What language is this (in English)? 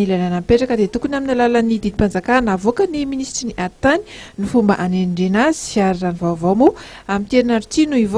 Malagasy